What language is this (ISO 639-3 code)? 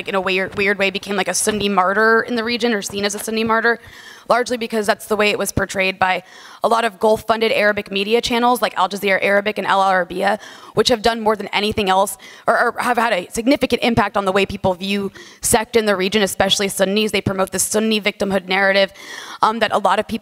eng